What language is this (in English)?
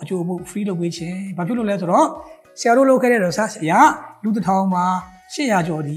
Burmese